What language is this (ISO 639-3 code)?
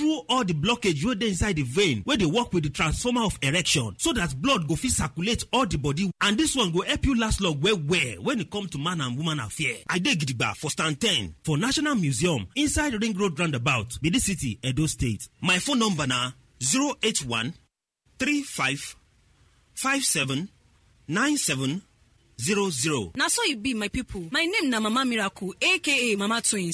pcm